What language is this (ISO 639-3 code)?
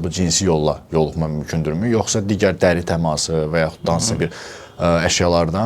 aze